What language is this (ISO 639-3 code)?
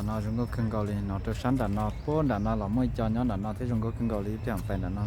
hmn